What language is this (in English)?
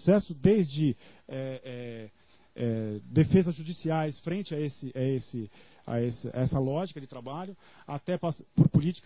Portuguese